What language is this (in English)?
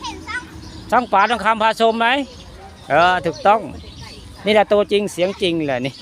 Northeastern Thai